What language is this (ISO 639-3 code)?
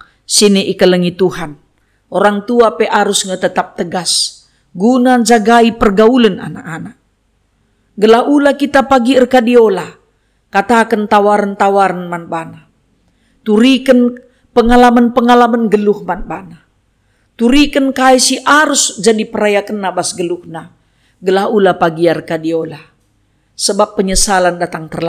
btx